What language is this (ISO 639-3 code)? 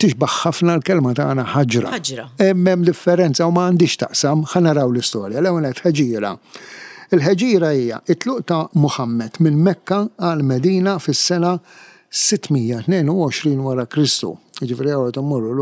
mlt